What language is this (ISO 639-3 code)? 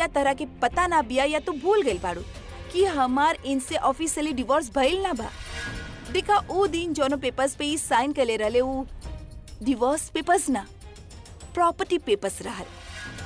bho